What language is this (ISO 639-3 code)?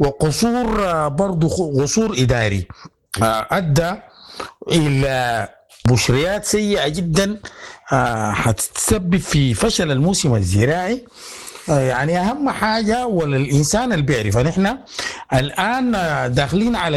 apd